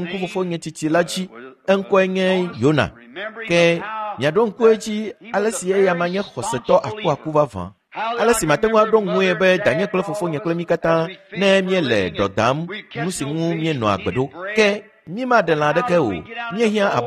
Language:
Ewe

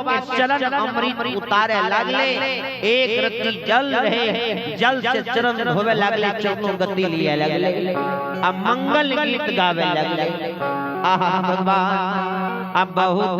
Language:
Maithili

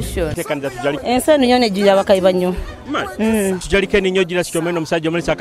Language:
Nyoro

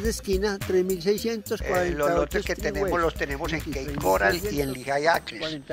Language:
Spanish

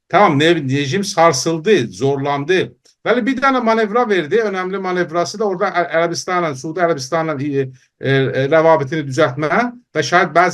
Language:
South Azerbaijani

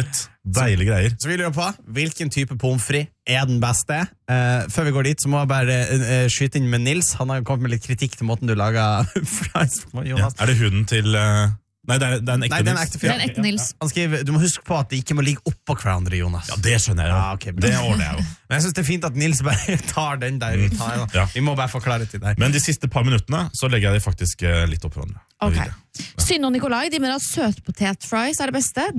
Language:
Norwegian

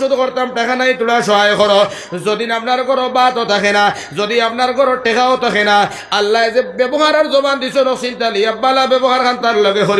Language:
Sylheti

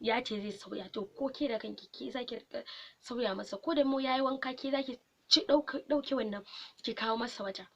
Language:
Hausa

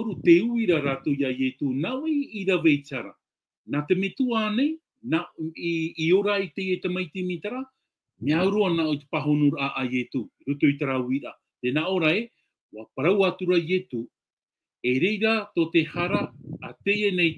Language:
Tahitian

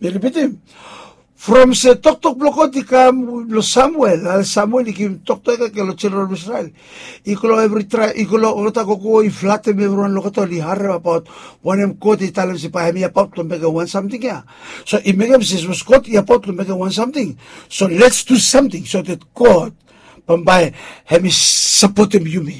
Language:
Bislama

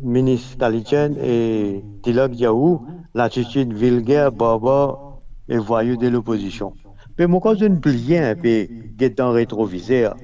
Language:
Morisyen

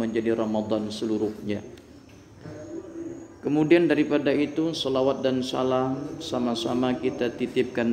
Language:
Malay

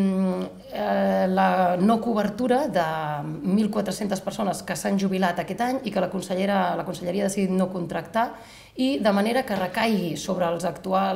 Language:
Catalan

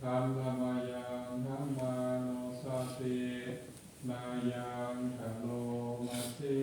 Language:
Pali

